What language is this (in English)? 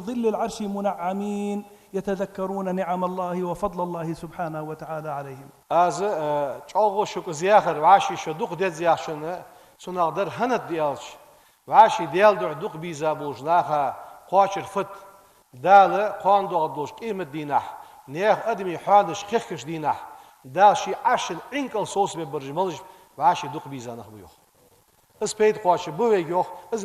Ingush